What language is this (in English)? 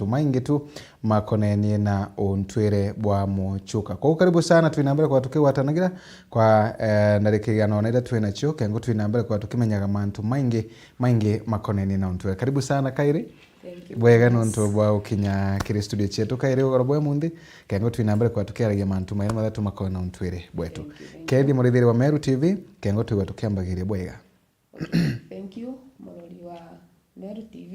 Meru